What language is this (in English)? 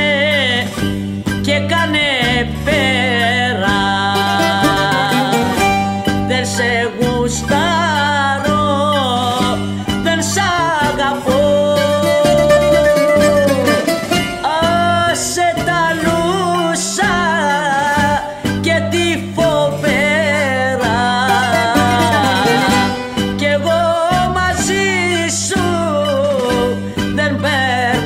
Greek